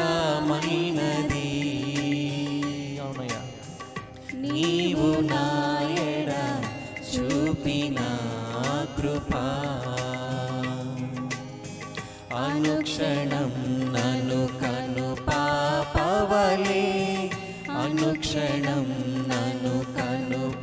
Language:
Telugu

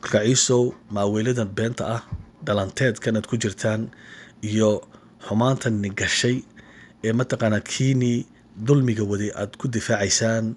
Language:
Somali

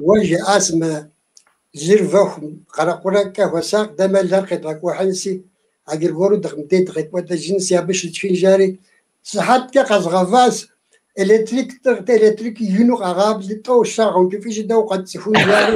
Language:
Kabardian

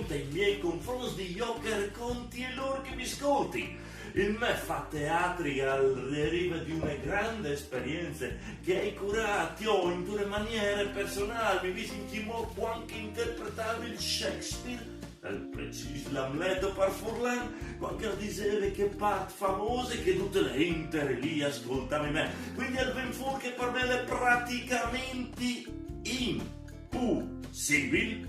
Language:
Friulian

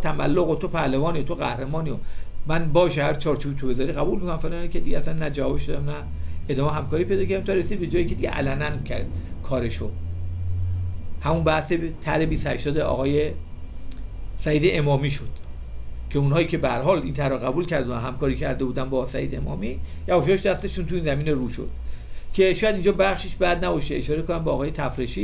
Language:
Persian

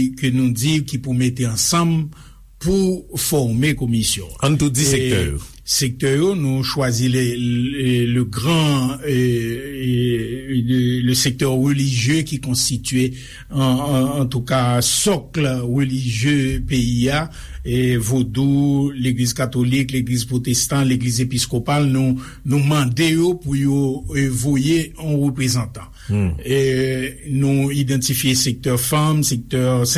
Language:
Haitian Creole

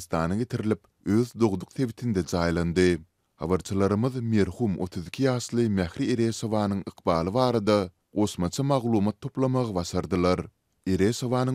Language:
Turkmen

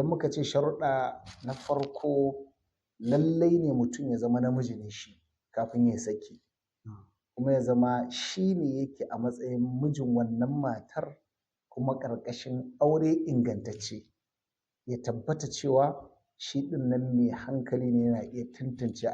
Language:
Hausa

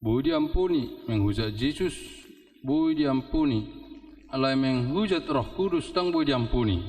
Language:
Batak Toba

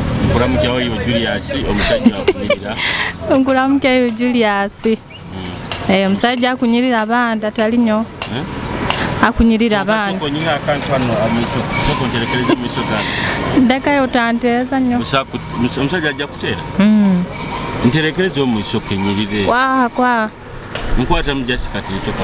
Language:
Nyoro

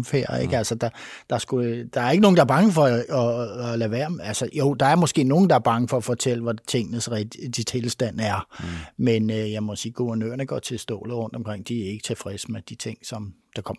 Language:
Danish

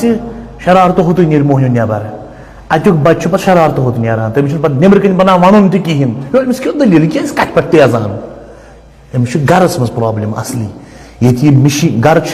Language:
Kashmiri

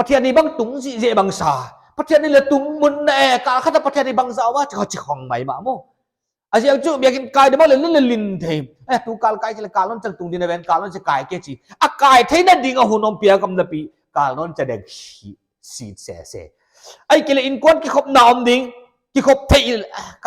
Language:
Paite Chin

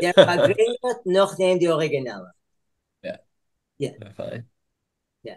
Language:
Yiddish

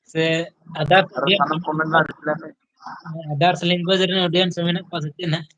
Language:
Santali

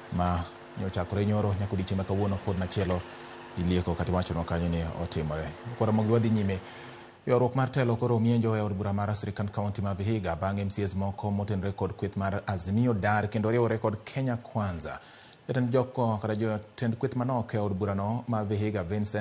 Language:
Luo (Kenya and Tanzania)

